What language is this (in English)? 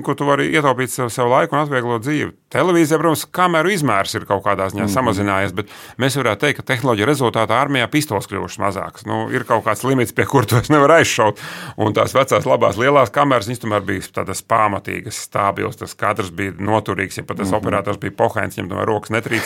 Latvian